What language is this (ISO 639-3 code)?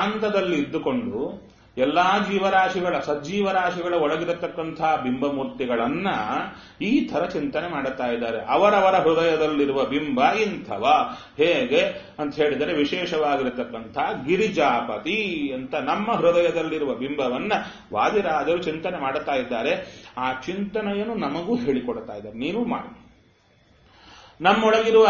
kan